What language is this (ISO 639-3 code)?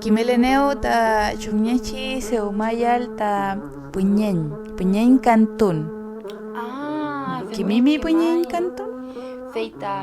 arn